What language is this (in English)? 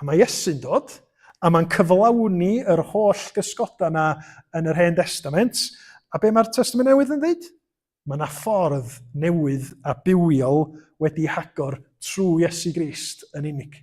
Welsh